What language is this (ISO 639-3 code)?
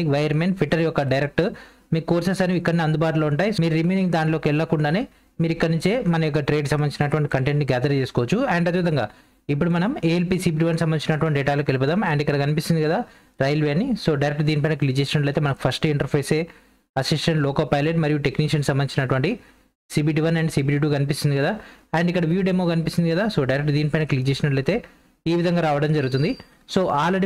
tel